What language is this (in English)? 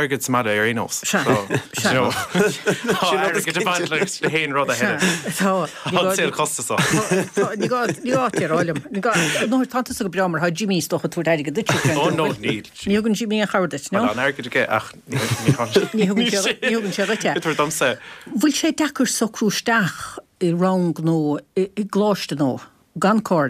Irish